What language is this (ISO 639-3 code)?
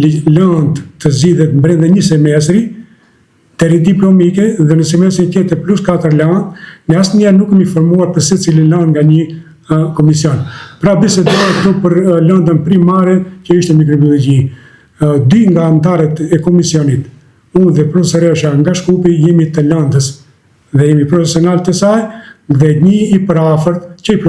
sqi